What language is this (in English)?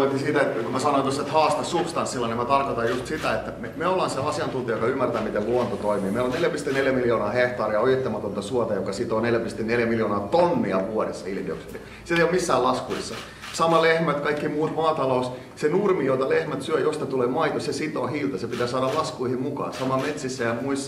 Finnish